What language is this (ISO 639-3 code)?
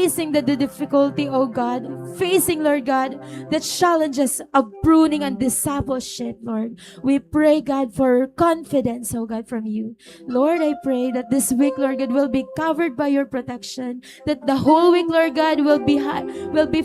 war